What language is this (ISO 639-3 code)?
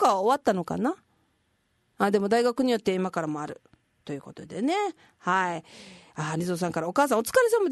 jpn